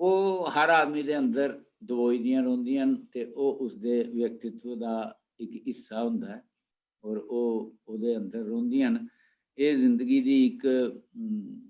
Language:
Dogri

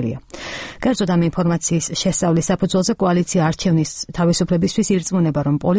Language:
Georgian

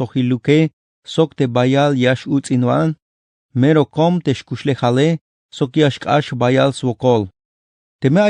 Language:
Tzeltal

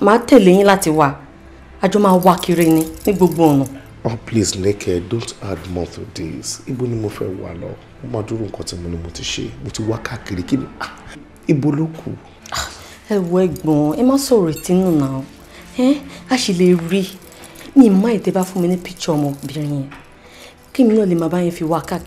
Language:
Yoruba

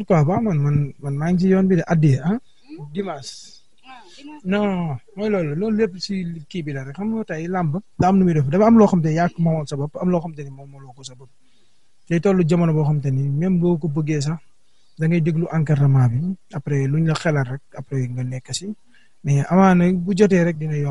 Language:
Wolof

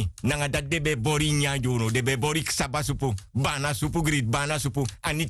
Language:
Sranan Tongo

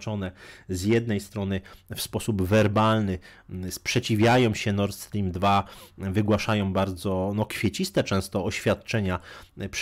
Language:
Polish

